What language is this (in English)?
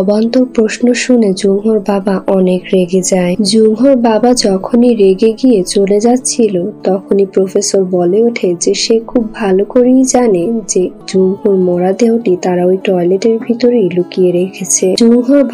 Bangla